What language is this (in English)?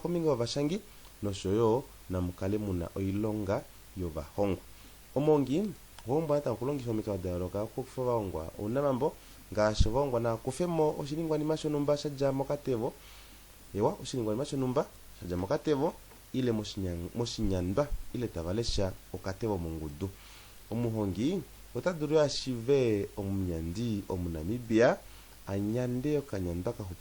Kuanyama